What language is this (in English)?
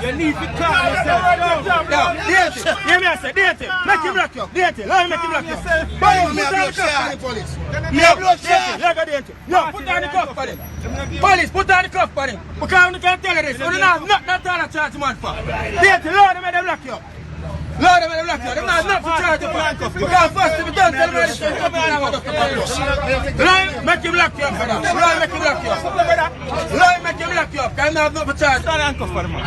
Jamaican Creole English